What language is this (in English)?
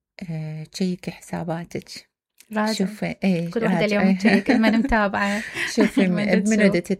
Mesopotamian Arabic